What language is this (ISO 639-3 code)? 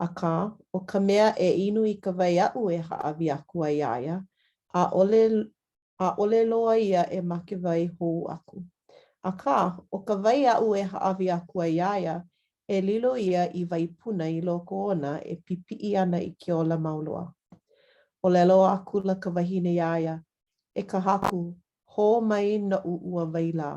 haw